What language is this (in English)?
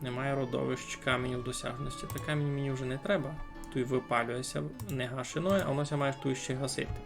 Rusyn